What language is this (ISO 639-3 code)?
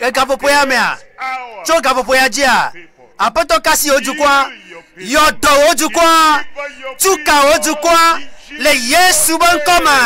ewe